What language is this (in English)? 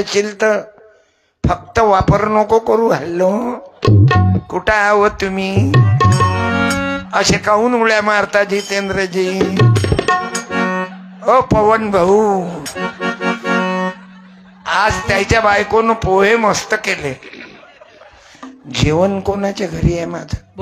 Marathi